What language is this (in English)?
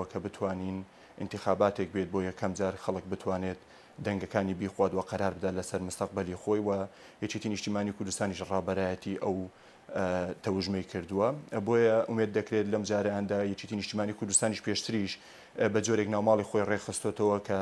Central Kurdish